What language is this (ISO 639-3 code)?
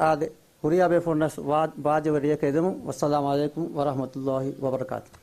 div